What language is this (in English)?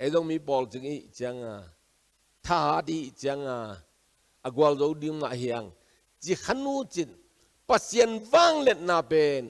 Tedim Chin